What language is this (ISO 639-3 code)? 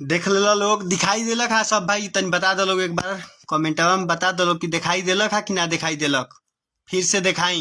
bho